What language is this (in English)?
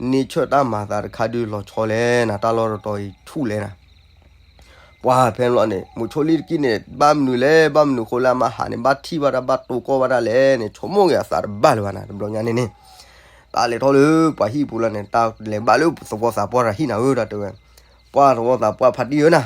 S'gaw Karen